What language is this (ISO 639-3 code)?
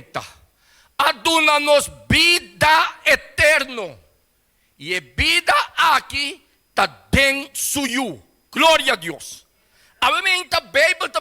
pap